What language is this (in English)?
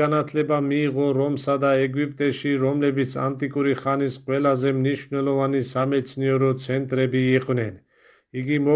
Georgian